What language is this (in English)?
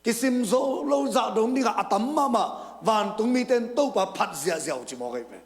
Tedim Chin